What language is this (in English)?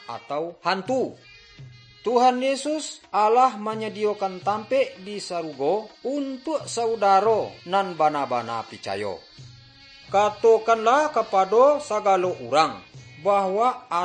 Minangkabau